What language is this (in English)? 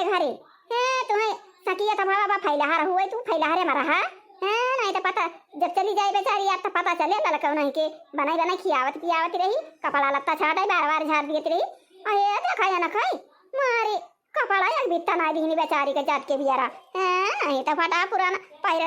Awadhi